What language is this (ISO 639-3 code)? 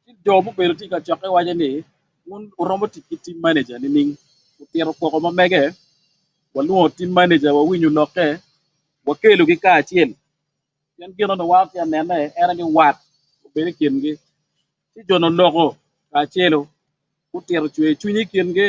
ach